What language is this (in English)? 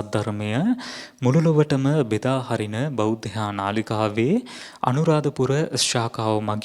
Sinhala